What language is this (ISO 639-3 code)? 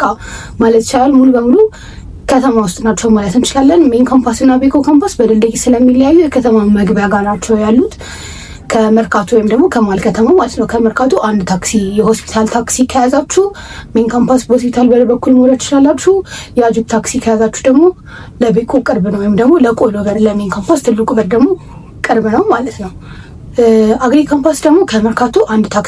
amh